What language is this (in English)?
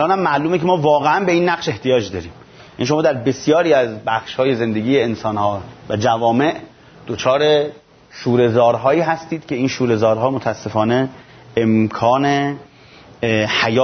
Persian